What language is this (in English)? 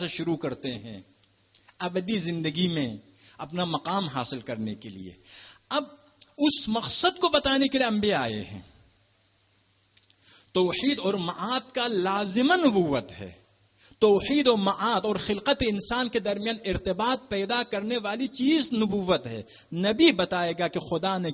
Urdu